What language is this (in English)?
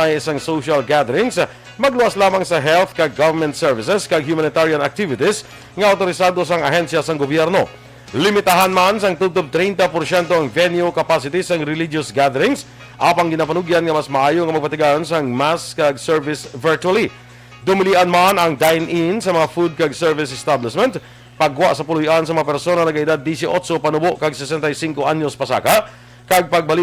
Hiligaynon